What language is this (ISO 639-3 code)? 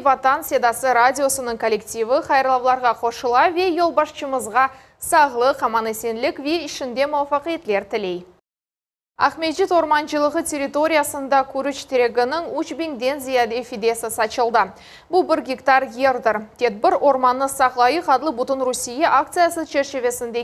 crh